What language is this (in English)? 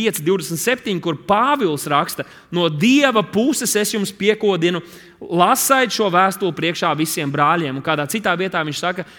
Latvian